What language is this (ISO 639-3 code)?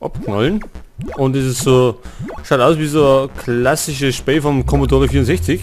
bar